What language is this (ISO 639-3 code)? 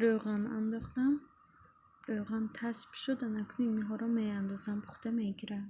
tgk